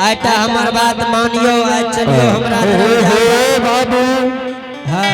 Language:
Angika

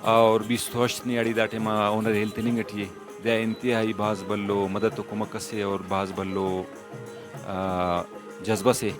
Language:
Brahui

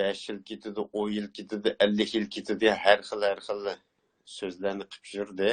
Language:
Uyghur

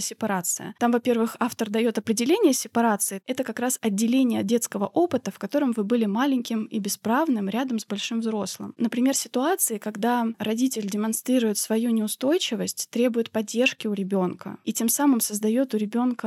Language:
Russian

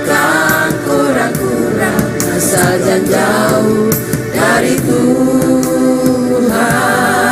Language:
Ambonese Malay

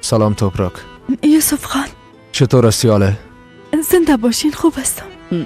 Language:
Persian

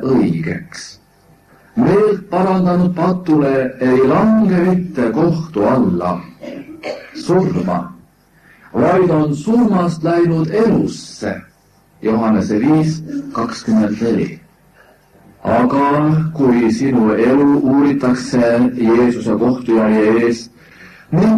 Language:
Estonian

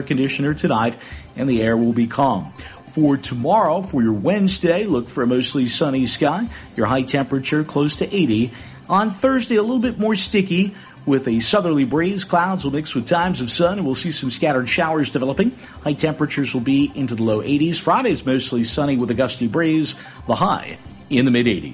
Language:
English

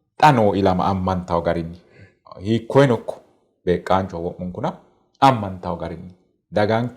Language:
Sidamo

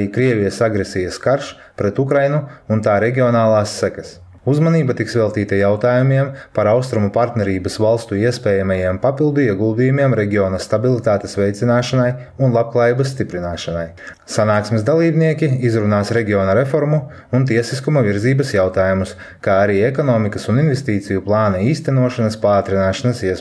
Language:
Latvian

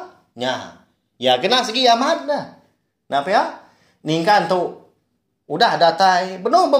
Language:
Iban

